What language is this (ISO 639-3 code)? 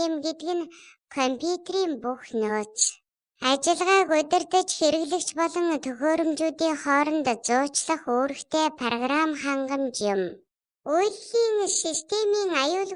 mon